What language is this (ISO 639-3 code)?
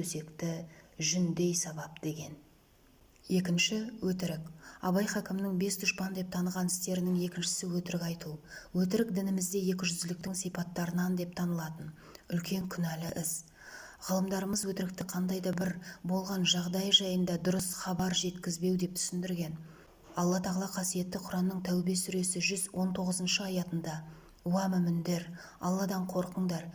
kaz